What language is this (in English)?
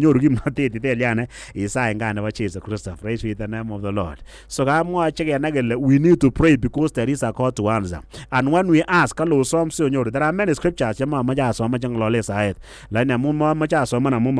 Kalenjin